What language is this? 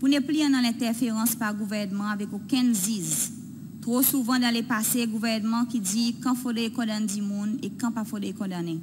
Seselwa Creole French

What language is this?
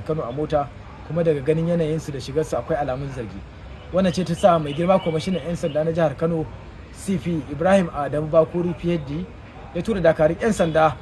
Hausa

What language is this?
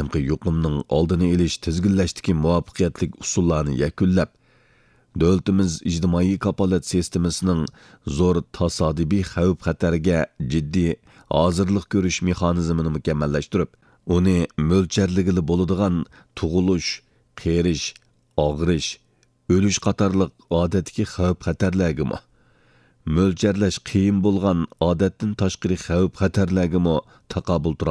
Uyghur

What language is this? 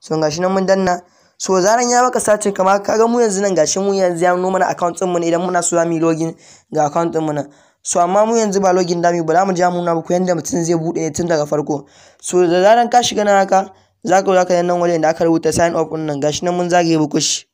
Hausa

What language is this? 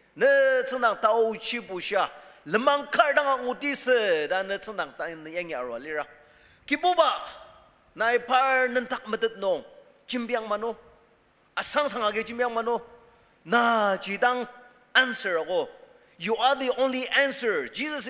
Ao Naga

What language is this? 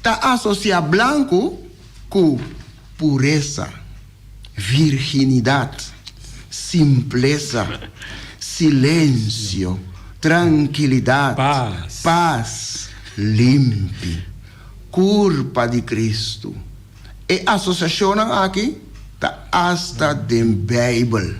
Papiamento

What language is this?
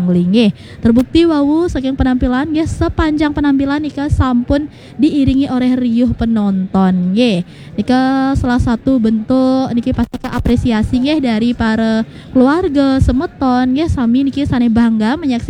Balinese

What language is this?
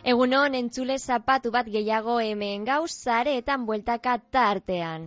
Basque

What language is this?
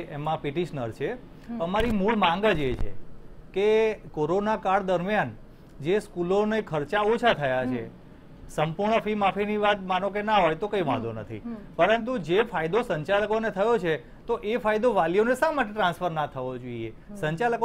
Gujarati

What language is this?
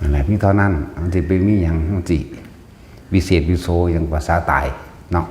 Northeastern Thai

